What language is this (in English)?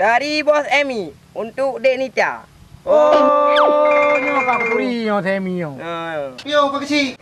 Achinese